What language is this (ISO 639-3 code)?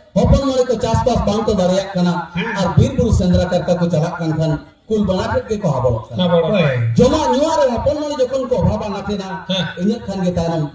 sat